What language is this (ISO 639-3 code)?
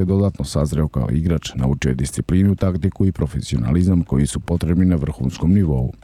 srp